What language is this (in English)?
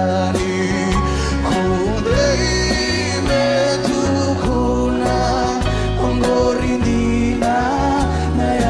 Fijian